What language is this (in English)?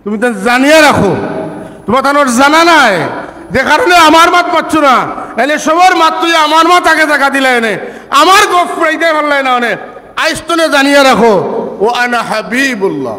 Sylheti